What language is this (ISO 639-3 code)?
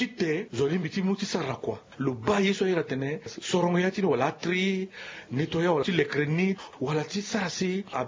sag